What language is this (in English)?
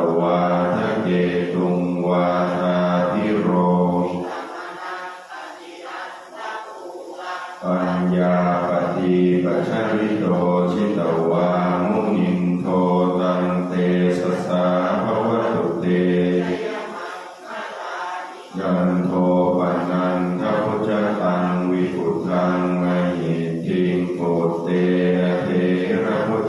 Pali